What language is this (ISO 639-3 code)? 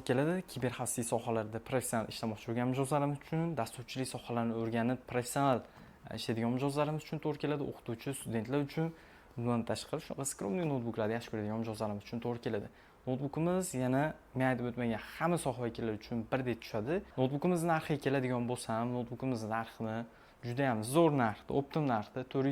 uzb